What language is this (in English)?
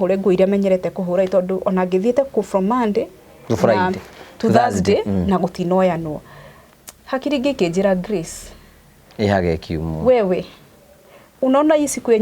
Kikuyu